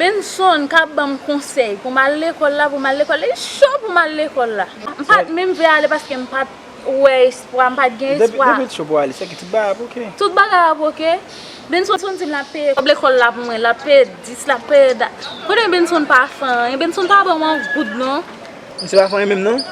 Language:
Haitian Creole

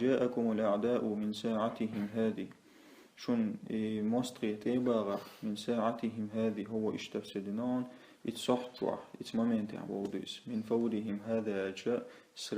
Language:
Chechen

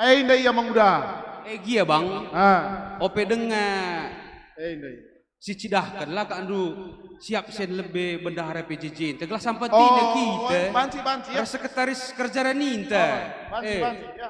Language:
Batak Karo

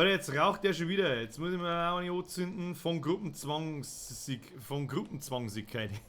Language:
Bavarian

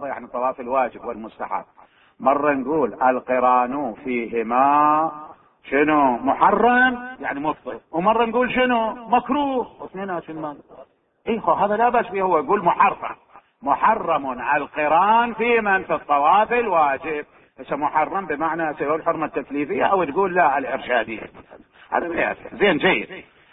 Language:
Mesopotamian Arabic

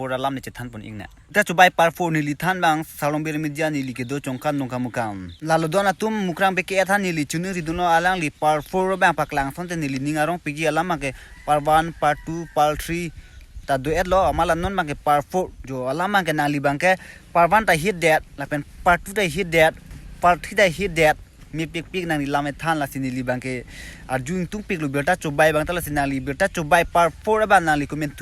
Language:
Karbi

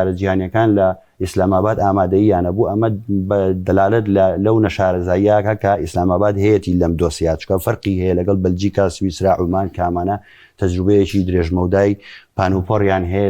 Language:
Central Kurdish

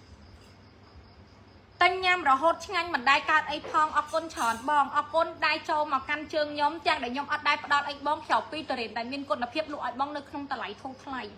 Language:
Khmer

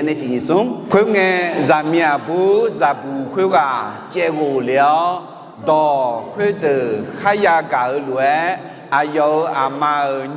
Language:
Akha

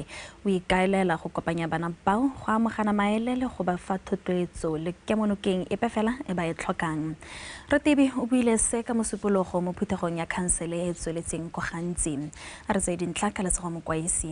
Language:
Tswana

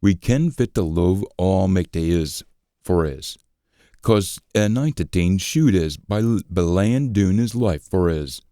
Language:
Scots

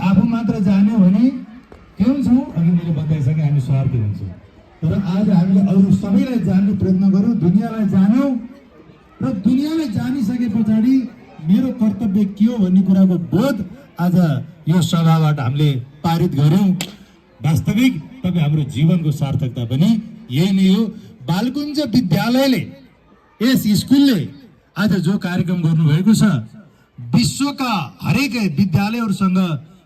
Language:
Nepali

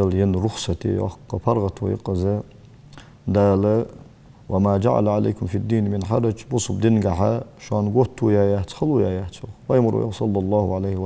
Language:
Ingush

